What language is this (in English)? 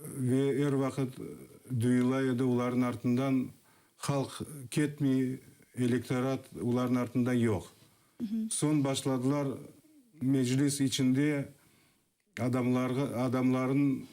Crimean Tatar